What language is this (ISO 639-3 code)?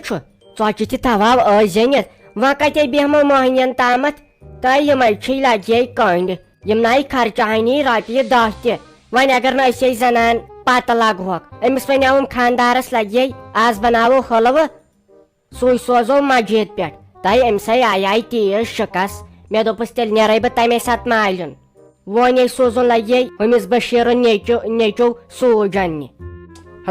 kas